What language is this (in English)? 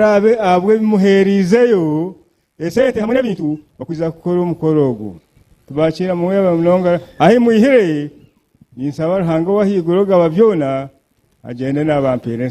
Nyankole